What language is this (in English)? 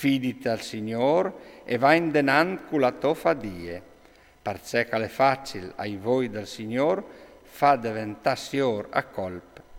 Friulian